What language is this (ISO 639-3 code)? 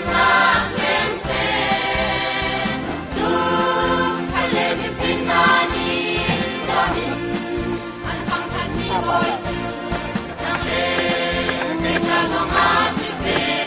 cnh